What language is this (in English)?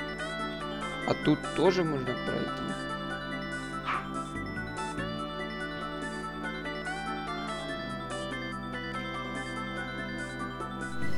Russian